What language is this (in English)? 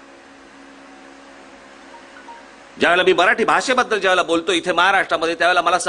Marathi